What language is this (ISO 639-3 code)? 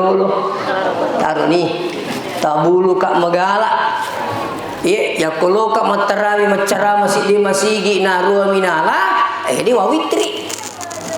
bug